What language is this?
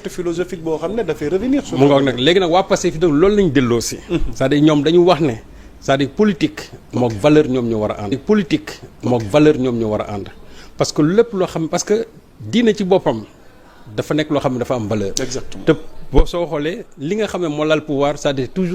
Wolof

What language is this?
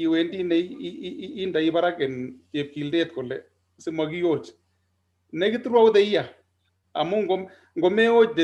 Kalenjin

